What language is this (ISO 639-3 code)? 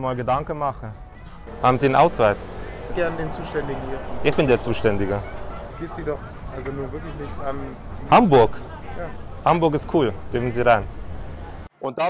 gsw